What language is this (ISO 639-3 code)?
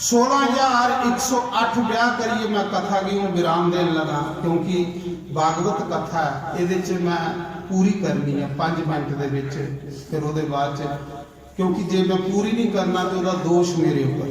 doi